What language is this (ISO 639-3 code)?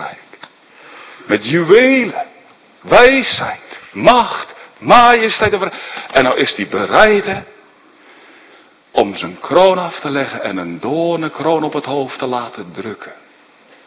nld